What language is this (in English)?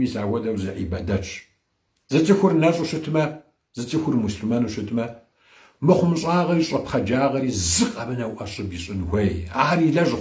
Kabardian